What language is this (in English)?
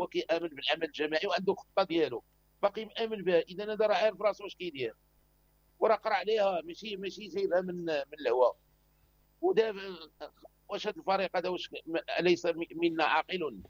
Moroccan Arabic